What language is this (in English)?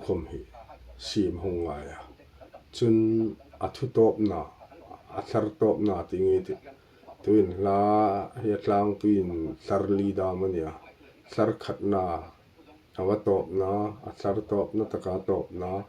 Hmar